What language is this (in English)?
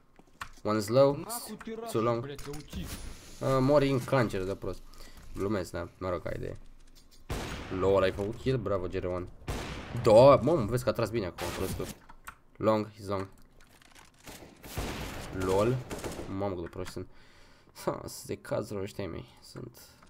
Romanian